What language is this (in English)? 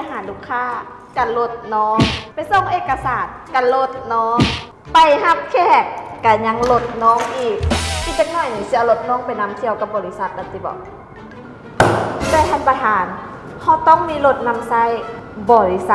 Lao